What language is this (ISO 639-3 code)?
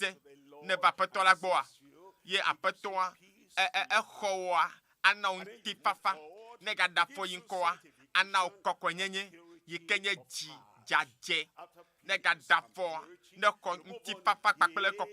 ewe